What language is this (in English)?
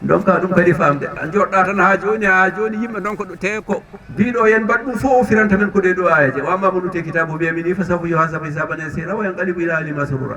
Fula